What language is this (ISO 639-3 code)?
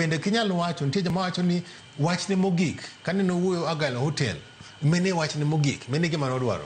luo